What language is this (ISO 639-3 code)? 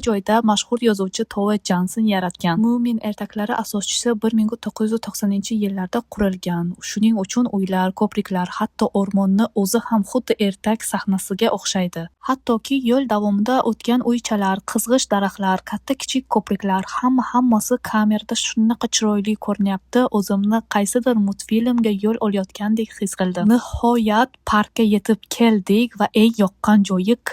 uzb